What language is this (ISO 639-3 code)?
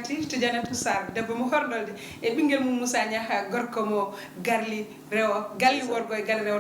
ful